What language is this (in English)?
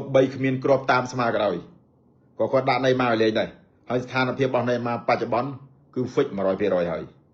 Khmer